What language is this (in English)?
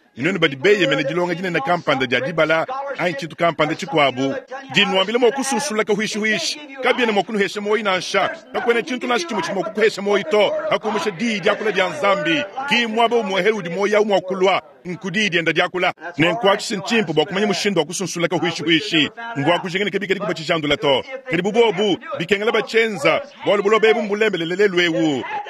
Luba-Lulua